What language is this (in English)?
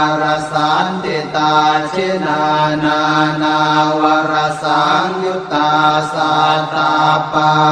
Pali